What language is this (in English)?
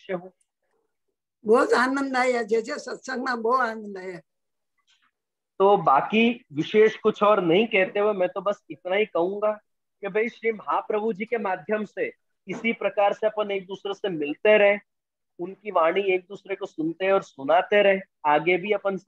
Hindi